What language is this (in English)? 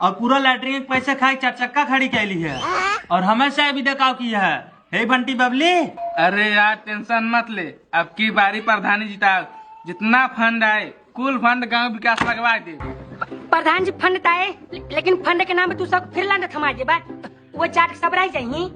Awadhi